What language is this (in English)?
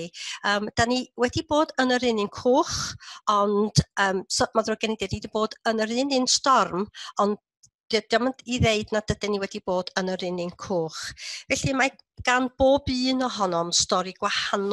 Welsh